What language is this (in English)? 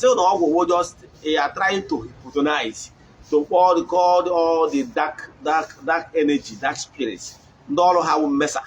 Igbo